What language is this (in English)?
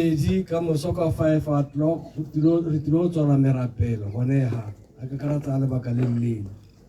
Tswana